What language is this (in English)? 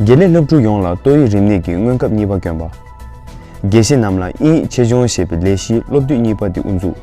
Tibetan